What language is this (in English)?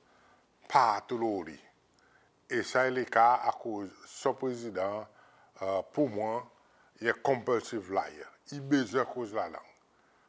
Seselwa Creole French